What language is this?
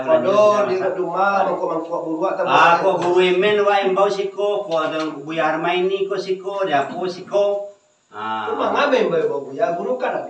Minangkabau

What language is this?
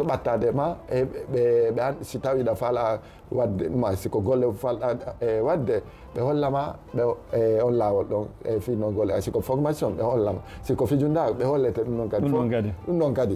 Fula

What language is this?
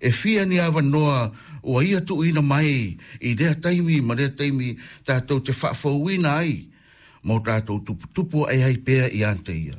Samoan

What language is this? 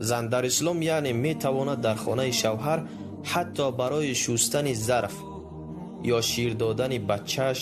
Tajik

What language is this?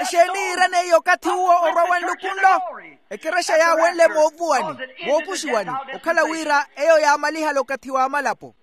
Makhuwa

